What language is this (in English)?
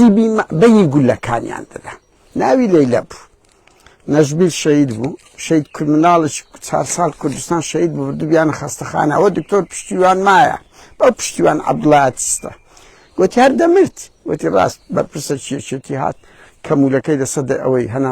Central Kurdish